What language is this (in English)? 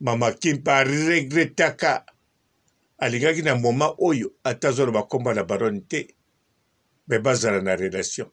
Lingala